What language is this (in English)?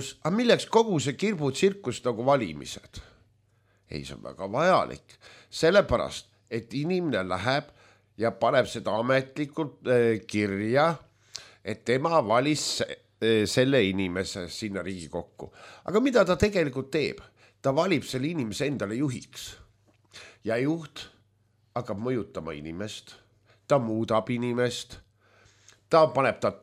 Estonian